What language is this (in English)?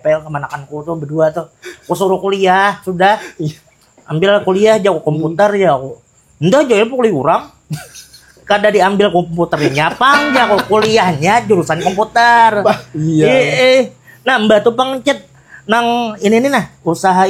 Banjar